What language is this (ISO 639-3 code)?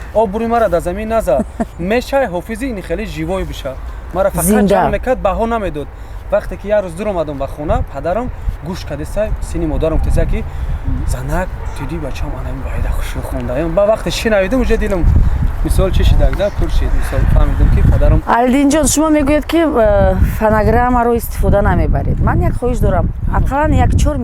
tgk